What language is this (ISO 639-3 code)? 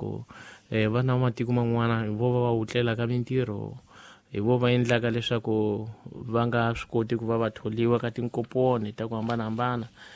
tso